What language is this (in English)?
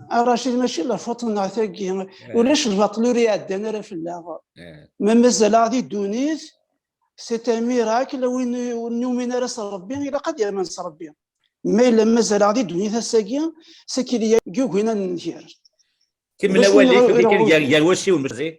Kabyle